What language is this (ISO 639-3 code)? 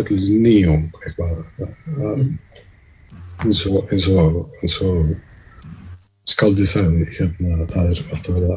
isl